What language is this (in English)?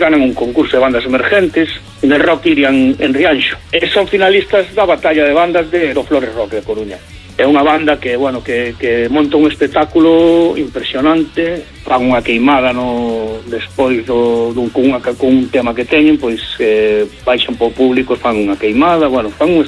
Galician